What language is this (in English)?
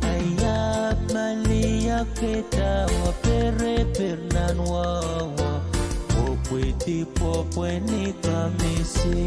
Pohnpeian